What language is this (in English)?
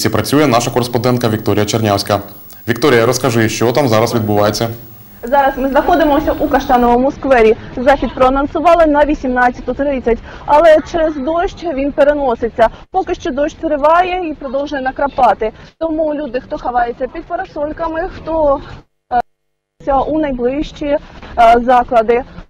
Ukrainian